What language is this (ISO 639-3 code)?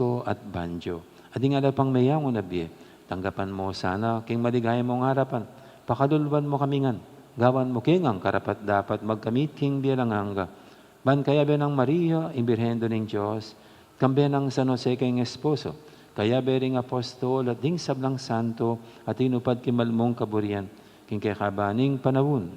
pam